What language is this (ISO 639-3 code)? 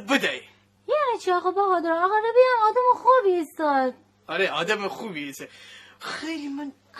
glk